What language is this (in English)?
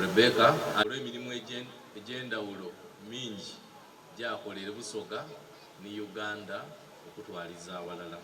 Soga